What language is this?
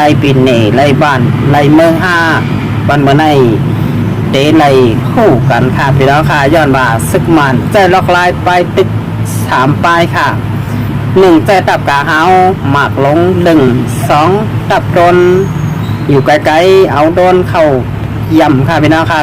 Shan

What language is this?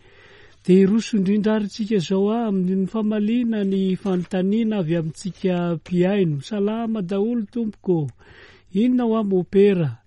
Malagasy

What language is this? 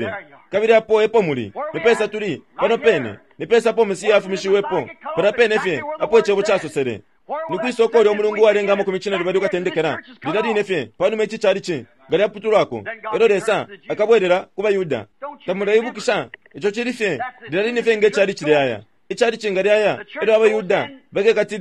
Bemba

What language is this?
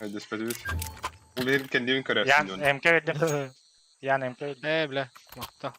Yakut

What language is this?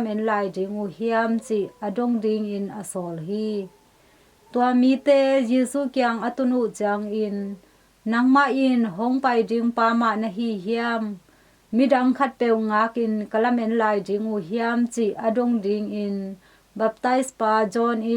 Tedim Chin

